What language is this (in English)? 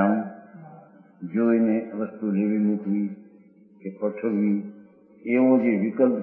Gujarati